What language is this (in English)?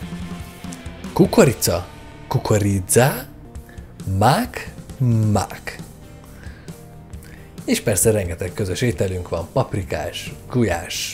Hungarian